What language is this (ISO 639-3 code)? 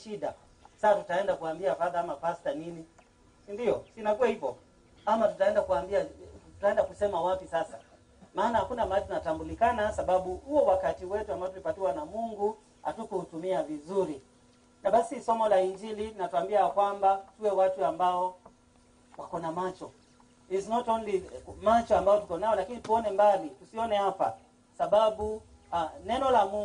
swa